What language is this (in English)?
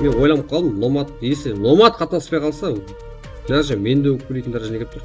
Kara-Kalpak